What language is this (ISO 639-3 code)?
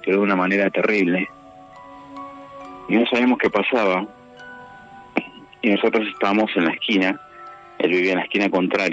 spa